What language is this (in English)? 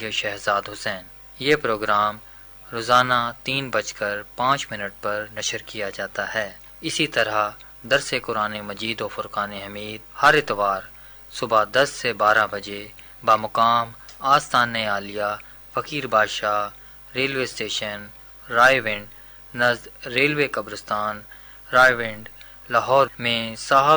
Urdu